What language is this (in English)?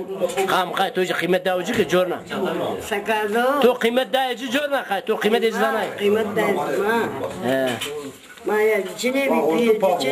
Zaza